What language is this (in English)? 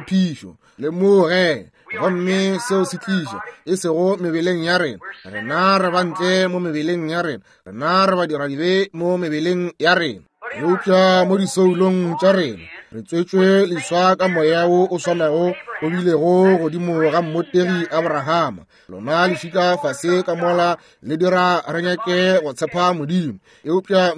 Northern Sotho